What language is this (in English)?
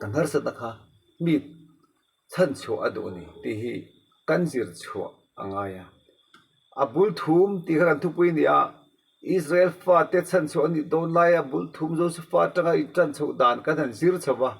Mizo